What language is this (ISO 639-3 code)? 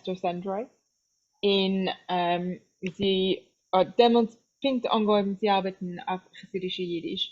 yid